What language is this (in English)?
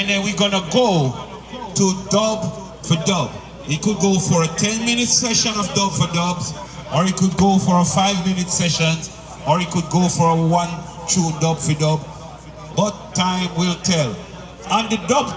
Jamaican Creole English